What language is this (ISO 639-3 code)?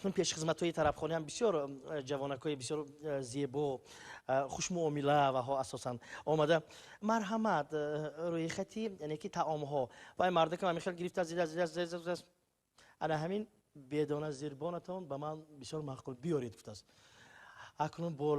tgk